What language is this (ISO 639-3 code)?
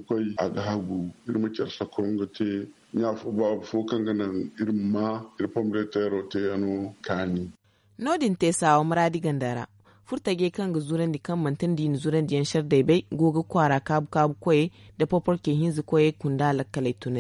dje